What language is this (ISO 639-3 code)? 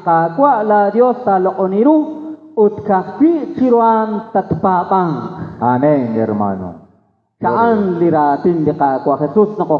kek